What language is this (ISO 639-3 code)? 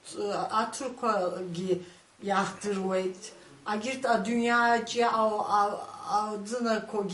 abk